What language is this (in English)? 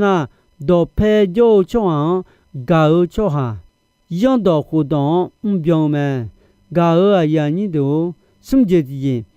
Akha